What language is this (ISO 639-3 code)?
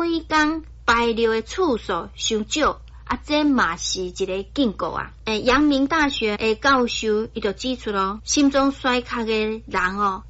nan